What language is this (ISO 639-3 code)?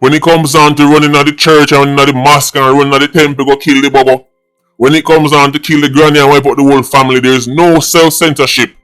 jam